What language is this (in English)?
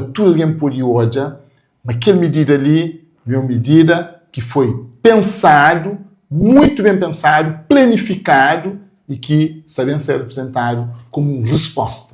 Kabuverdianu